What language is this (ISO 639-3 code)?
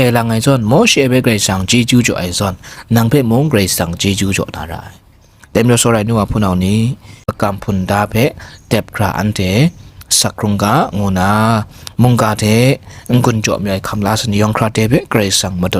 kac